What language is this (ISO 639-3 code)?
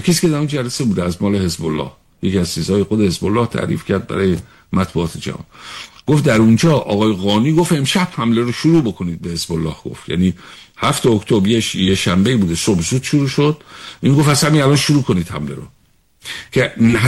fas